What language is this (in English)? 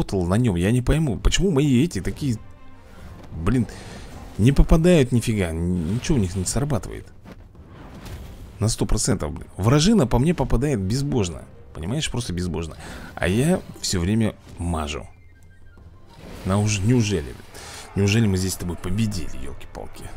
Russian